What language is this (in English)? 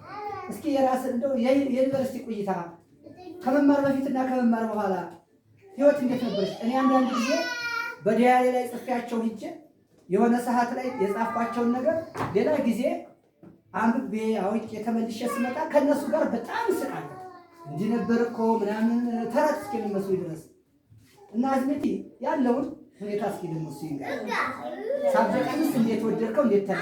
Amharic